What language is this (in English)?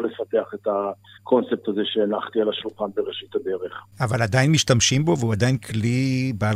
Hebrew